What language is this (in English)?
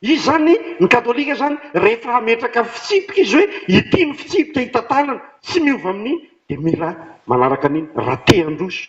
Malagasy